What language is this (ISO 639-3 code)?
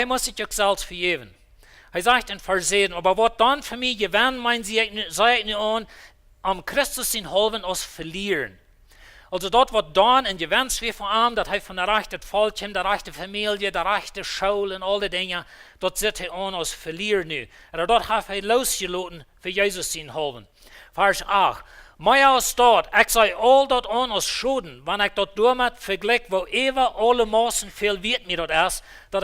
pdt